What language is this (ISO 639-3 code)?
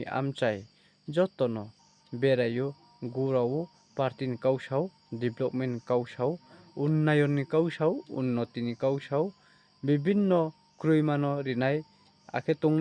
ria